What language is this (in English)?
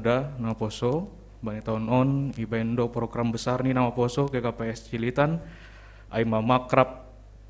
Batak Simalungun